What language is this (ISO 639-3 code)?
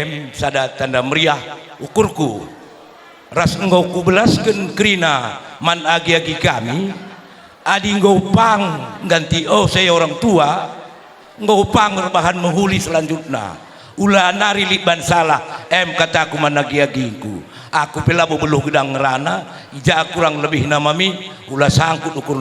btx